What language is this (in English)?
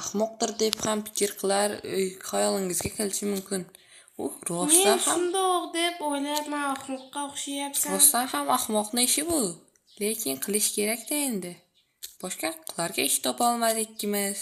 Uzbek